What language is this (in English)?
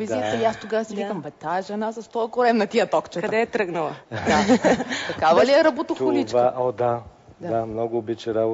Bulgarian